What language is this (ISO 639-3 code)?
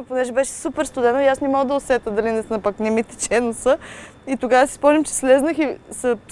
bul